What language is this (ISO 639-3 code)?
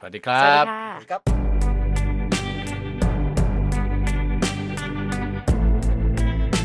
tha